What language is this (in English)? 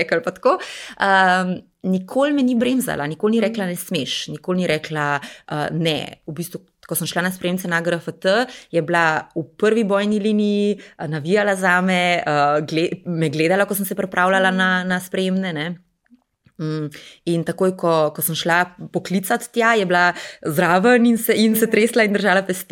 Slovenian